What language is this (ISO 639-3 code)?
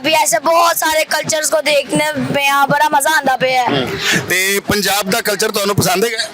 lah